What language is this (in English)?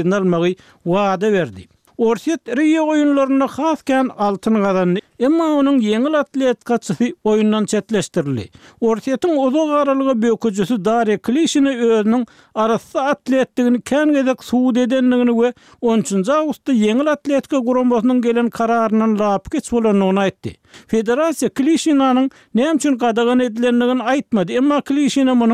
Turkmen